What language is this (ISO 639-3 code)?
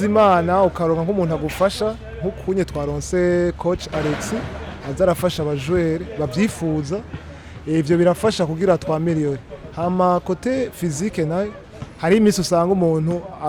run